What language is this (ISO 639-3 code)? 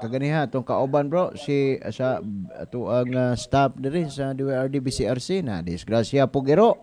ceb